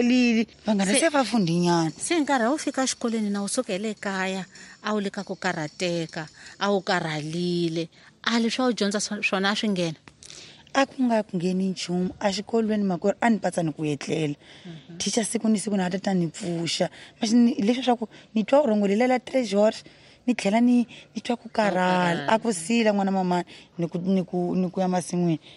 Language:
Tsonga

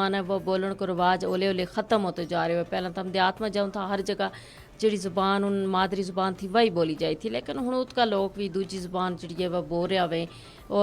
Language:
Gujari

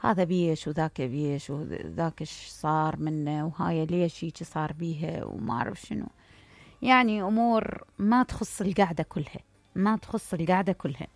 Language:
Mesopotamian Arabic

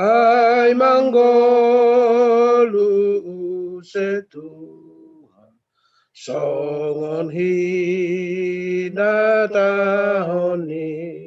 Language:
Batak Simalungun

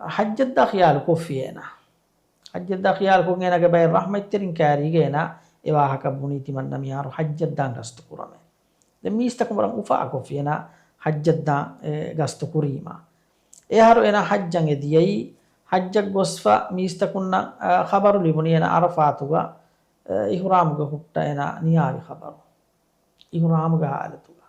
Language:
Divehi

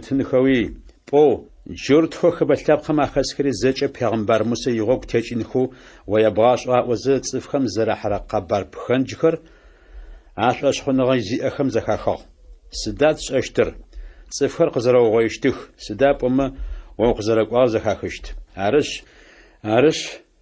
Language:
Adyghe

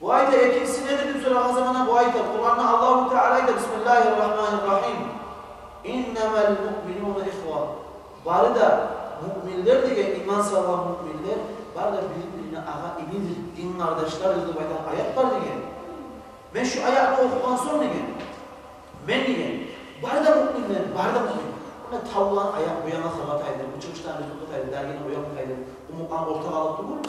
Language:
Kumyk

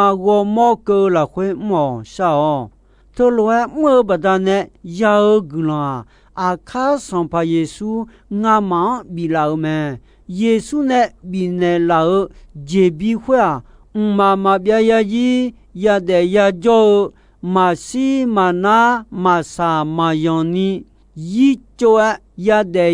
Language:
Akha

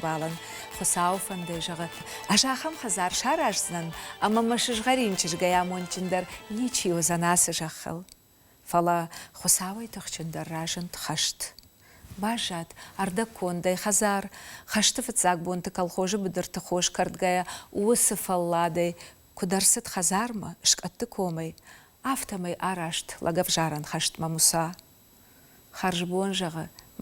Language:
Ossetic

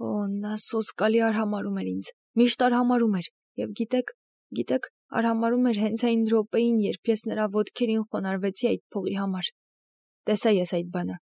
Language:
Armenian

